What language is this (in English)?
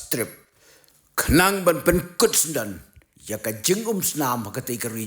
Khasi